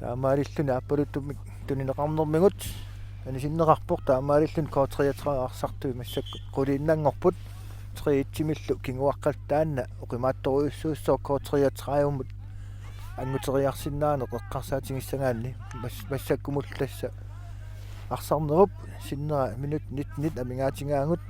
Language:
Kalaallisut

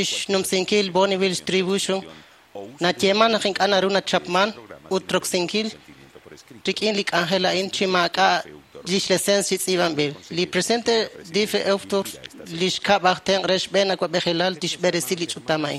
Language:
Kekchí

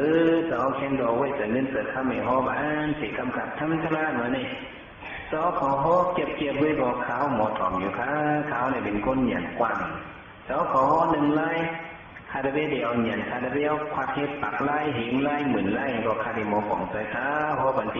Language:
Shan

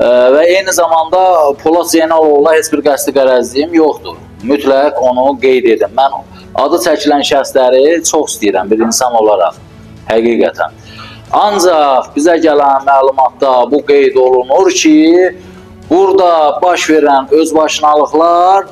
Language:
Azerbaijani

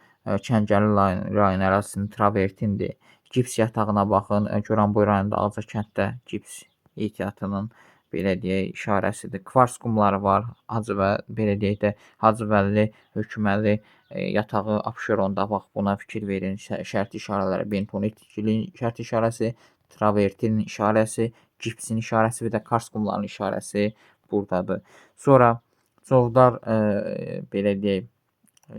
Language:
Azerbaijani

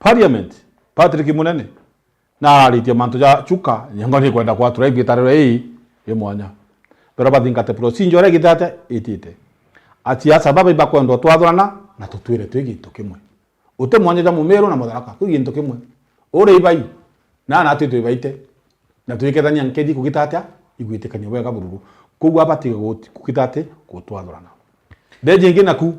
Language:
Meru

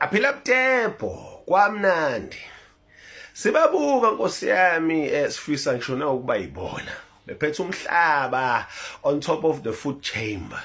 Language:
Zulu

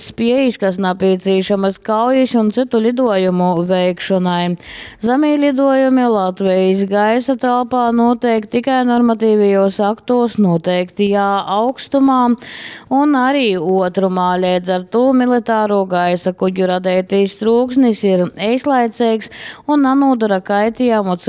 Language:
Latgalian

